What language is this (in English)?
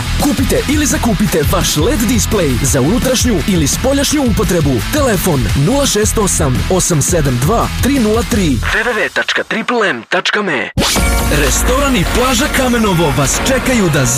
Serbian